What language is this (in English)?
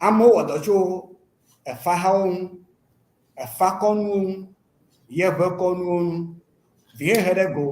Ewe